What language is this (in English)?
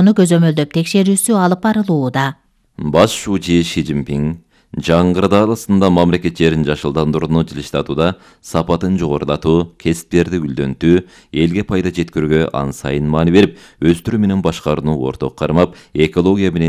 Kyrgyz